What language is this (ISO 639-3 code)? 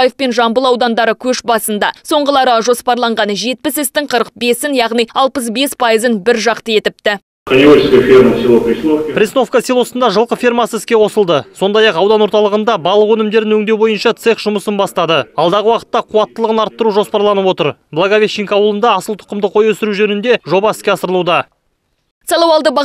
kaz